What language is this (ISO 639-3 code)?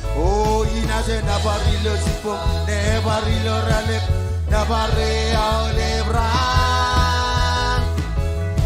mah